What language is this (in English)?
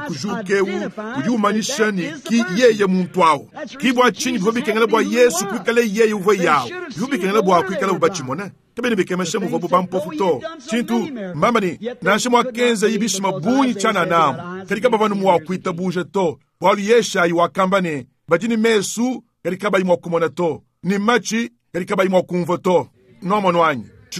Luba-Lulua